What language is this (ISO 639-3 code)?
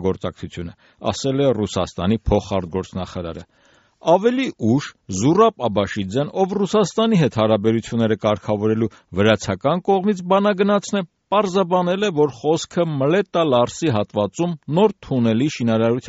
hye